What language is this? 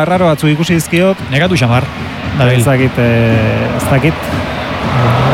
Basque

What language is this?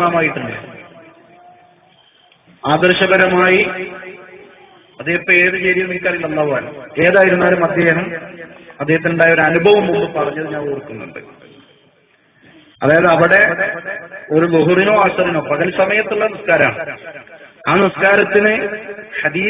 Malayalam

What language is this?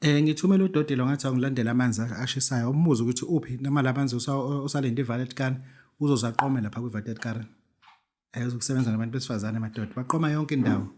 Zulu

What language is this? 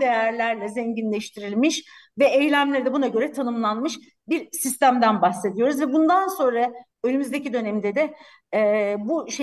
Turkish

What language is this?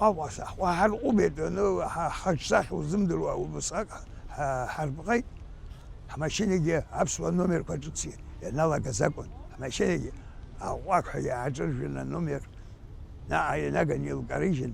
Abkhazian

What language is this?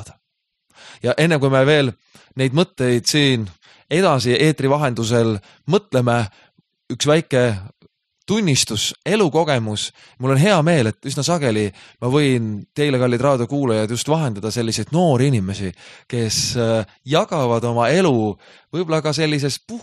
Estonian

